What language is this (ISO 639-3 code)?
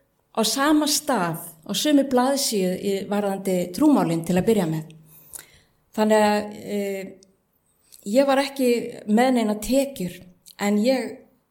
isl